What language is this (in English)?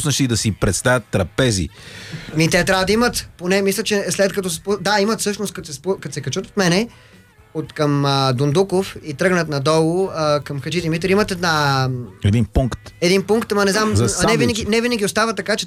Bulgarian